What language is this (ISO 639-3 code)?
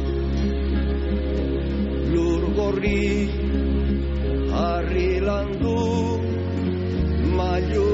eus